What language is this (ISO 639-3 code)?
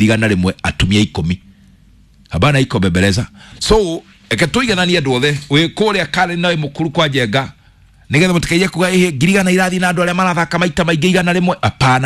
kik